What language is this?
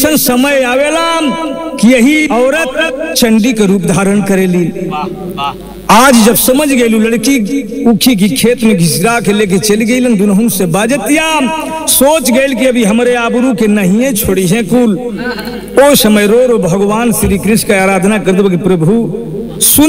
Bhojpuri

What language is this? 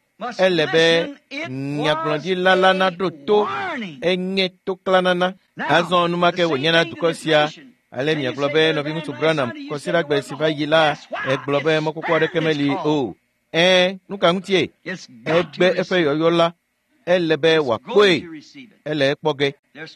Ewe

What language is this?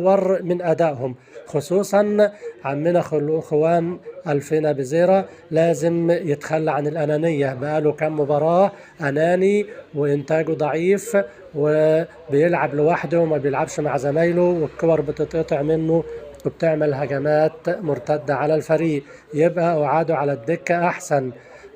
Egyptian Arabic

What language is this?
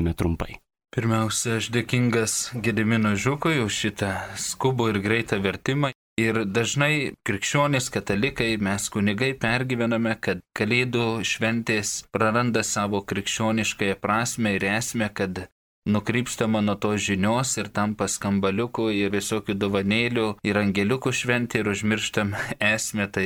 Lithuanian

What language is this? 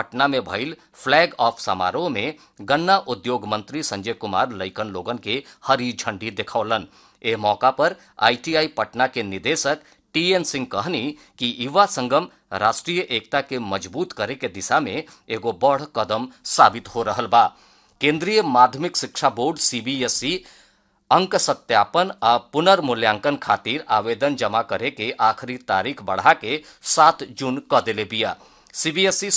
Bhojpuri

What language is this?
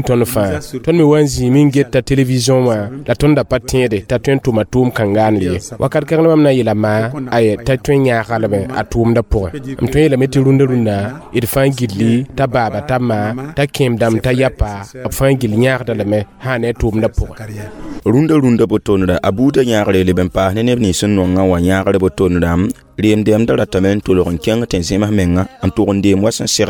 Mossi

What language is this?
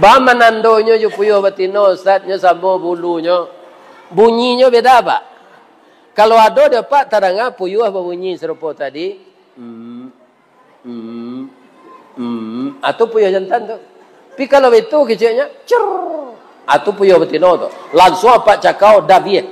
Minangkabau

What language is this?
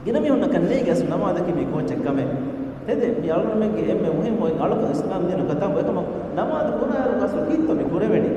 Divehi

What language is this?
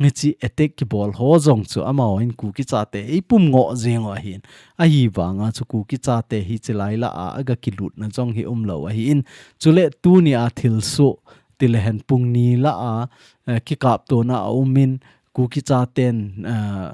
Thado Chin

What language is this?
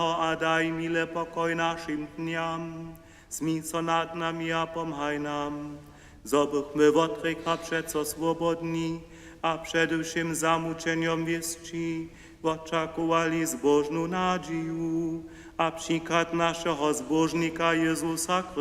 Upper Sorbian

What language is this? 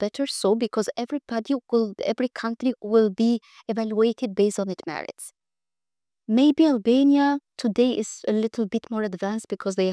English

